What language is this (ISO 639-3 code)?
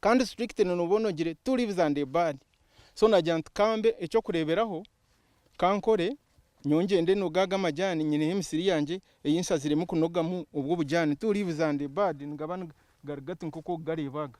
nyn